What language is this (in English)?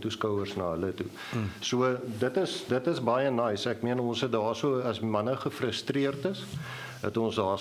Afrikaans